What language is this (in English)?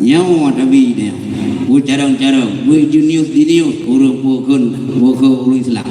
Achinese